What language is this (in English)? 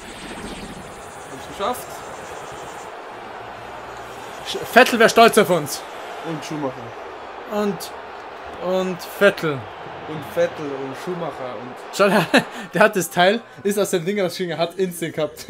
German